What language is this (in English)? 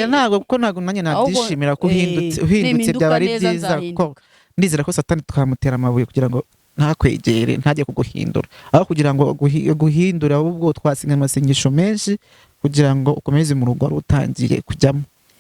Kinyarwanda